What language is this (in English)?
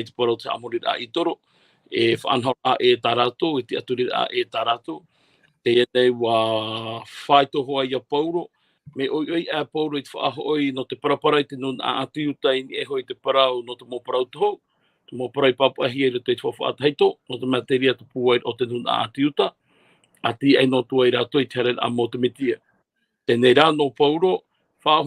Tahitian